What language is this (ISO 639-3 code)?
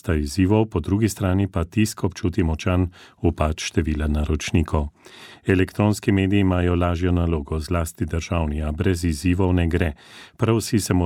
slv